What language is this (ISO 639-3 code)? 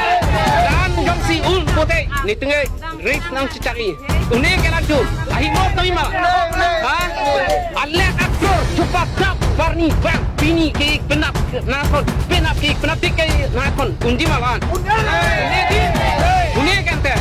mjw